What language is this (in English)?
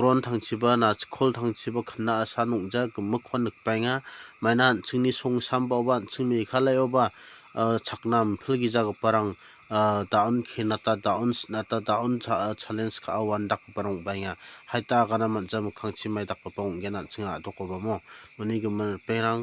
Garo